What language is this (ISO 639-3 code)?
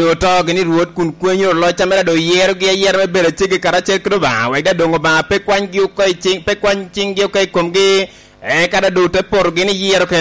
laj